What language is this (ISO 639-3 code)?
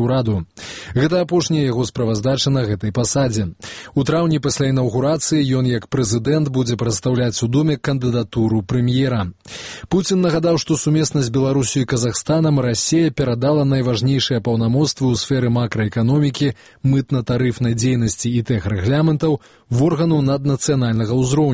bel